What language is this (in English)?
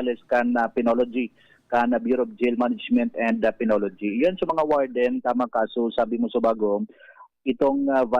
Bikol